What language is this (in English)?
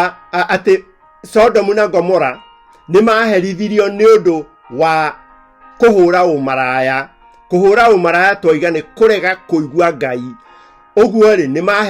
Kikuyu